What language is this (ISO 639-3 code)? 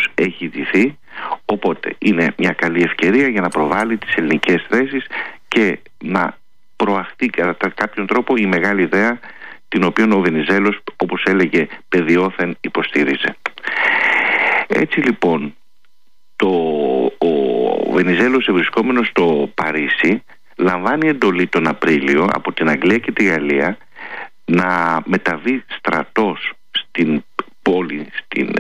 ell